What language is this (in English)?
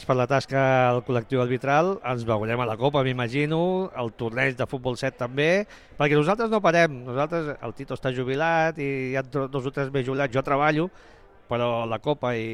Catalan